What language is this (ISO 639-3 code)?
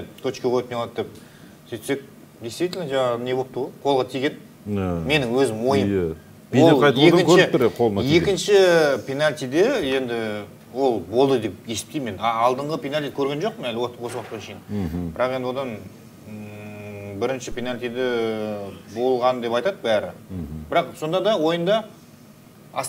kaz